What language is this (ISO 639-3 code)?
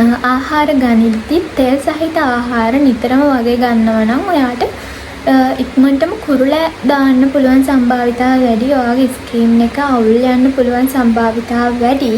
sin